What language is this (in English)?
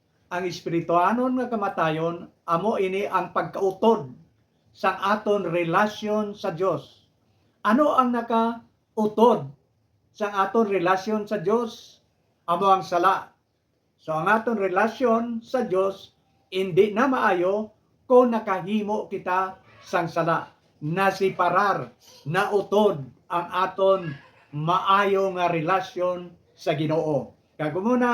Hiligaynon